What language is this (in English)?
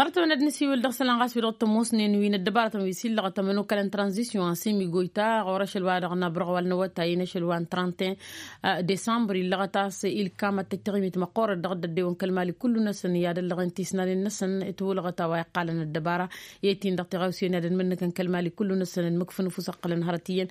Tamasheq